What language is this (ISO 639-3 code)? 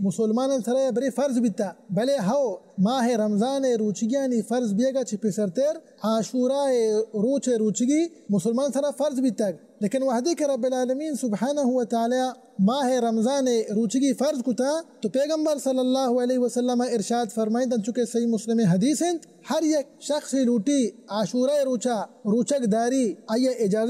bal